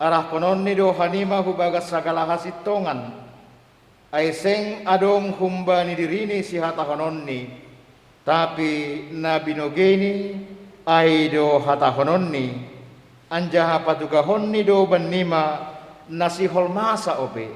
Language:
Batak Simalungun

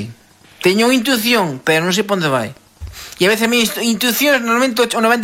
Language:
Galician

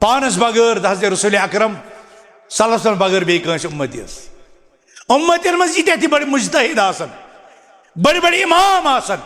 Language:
Kashmiri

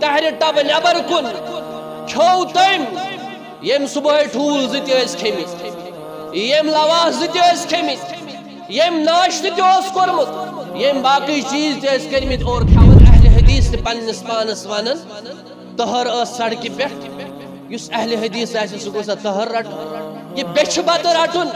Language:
Kashmiri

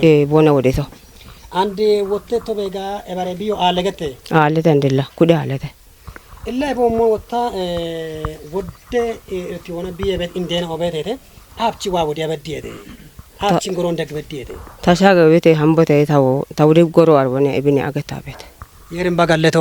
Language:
Kafa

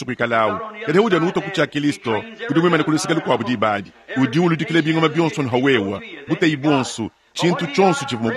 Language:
Luba-Lulua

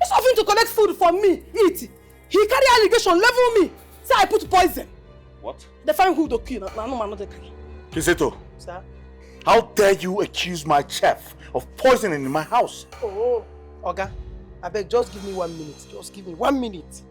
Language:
Nigerian Pidgin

